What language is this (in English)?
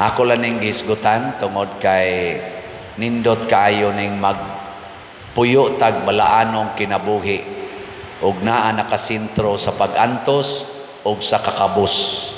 Cebuano